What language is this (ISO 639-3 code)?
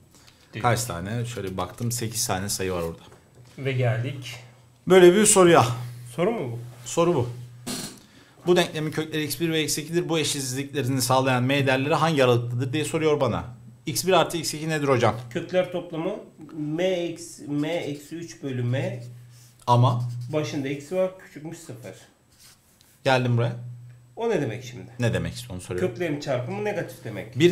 tur